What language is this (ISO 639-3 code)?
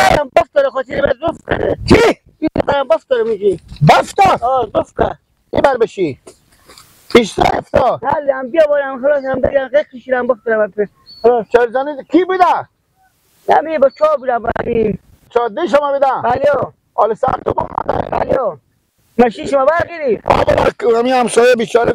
haz